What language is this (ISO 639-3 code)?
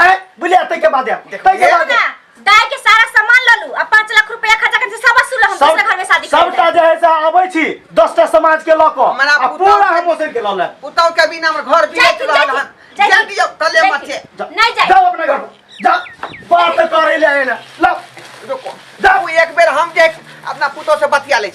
mai